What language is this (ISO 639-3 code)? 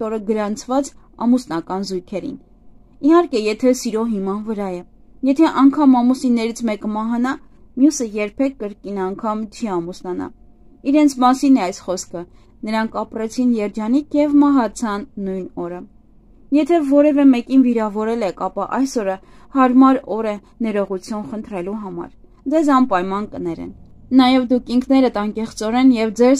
hye